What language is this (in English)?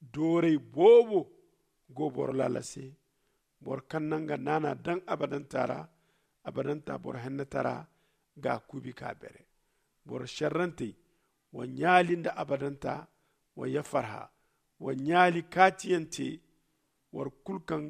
Zarma